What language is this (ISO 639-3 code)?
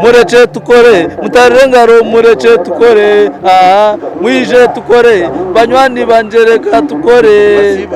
nyn